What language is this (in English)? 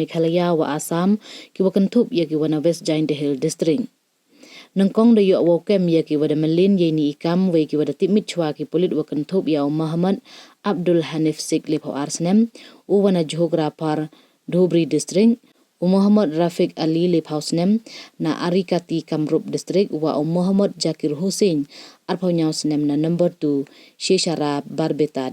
Pnar